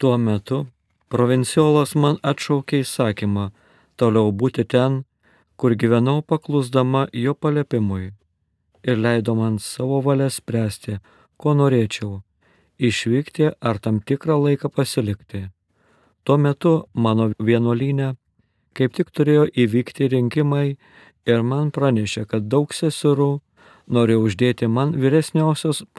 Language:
Lithuanian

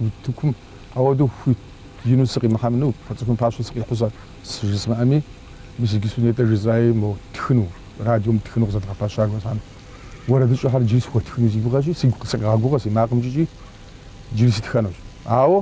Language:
Kabardian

